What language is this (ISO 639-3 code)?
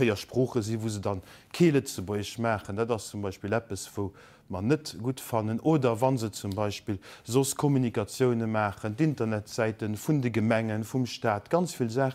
ltz